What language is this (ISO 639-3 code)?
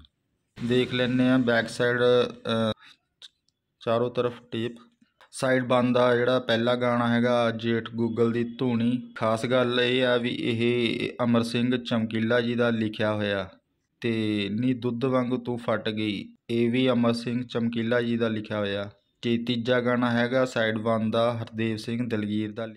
pan